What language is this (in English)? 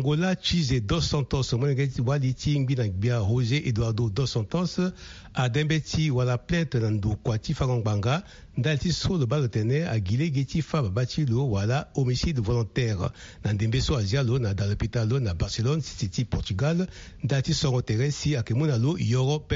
Sango